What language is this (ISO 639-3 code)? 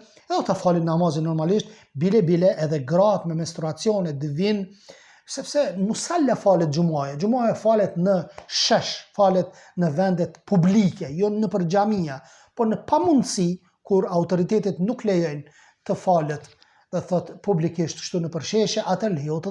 sqi